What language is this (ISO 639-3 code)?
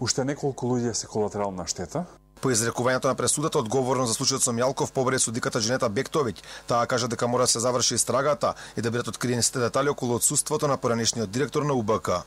mkd